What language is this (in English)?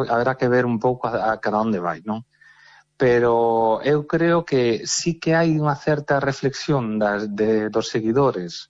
Galician